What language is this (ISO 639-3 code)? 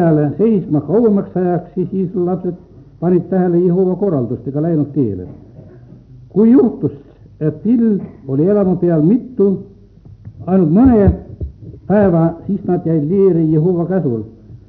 est